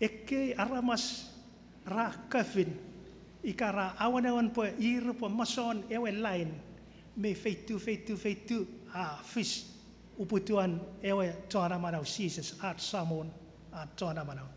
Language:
Chuukese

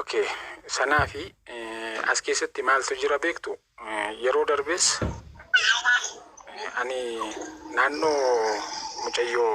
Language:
Oromo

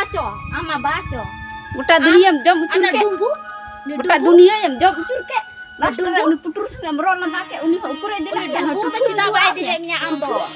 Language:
Santali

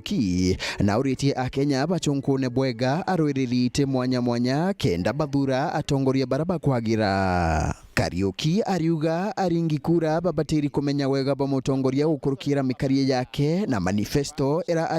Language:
Meru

